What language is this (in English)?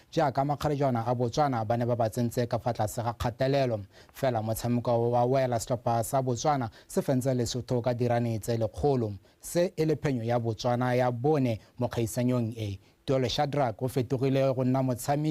Tswana